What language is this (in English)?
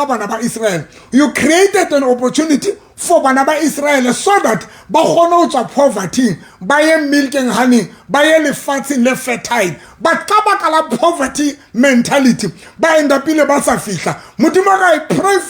Southern Sotho